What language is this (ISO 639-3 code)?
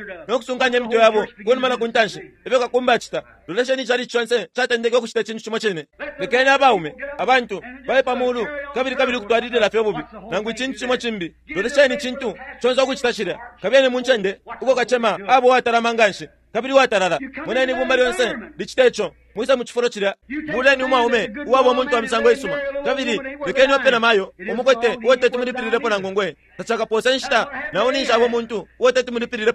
bem